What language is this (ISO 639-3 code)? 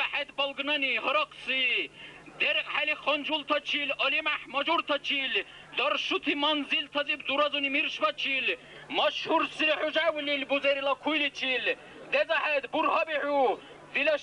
dar